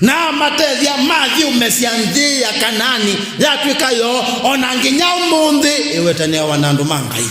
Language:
Kamba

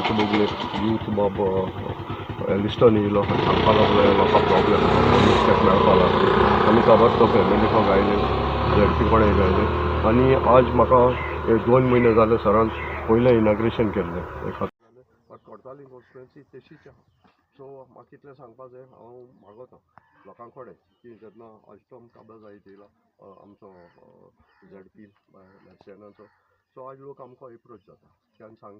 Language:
Konkani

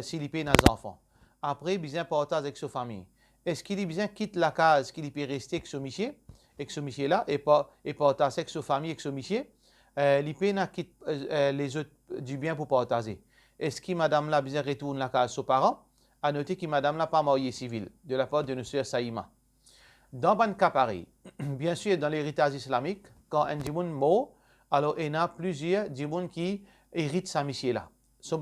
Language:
Morisyen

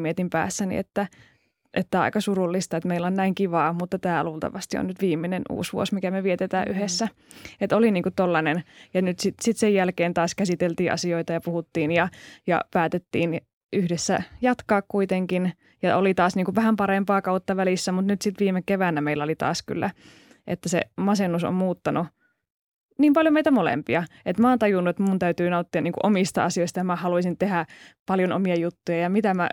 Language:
Finnish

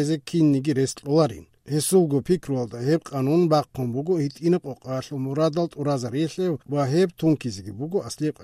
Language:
Avaric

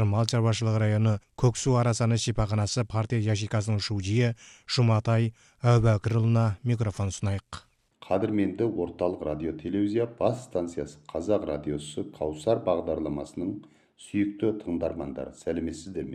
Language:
Kazakh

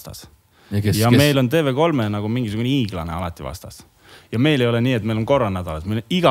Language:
Estonian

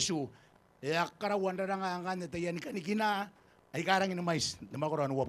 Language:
Gilbertese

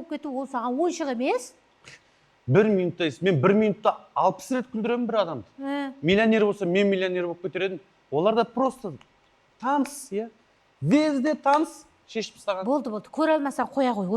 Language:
Kazakh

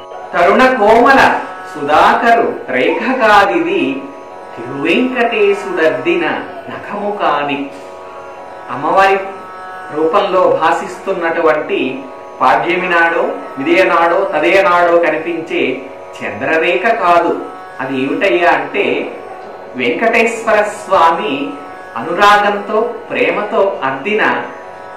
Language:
Telugu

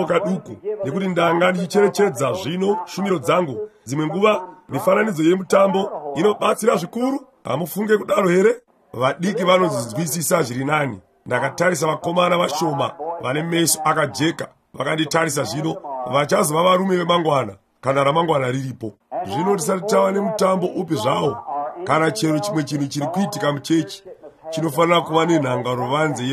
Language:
Shona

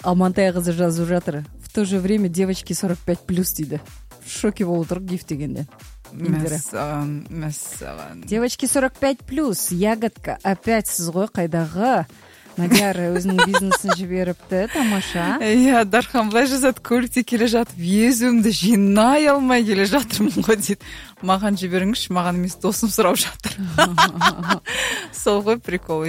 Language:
Kazakh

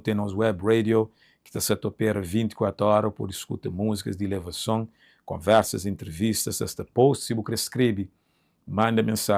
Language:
Kabuverdianu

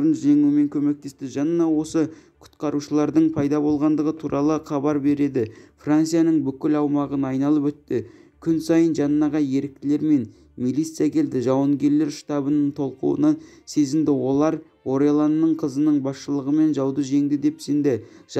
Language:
Kazakh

